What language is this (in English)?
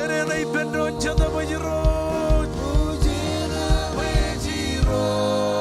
Marshallese